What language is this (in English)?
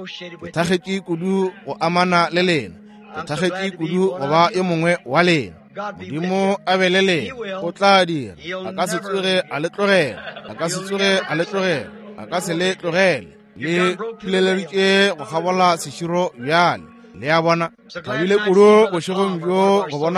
Northern Sotho